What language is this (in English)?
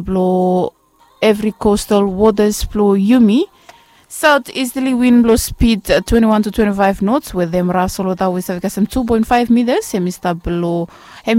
Bislama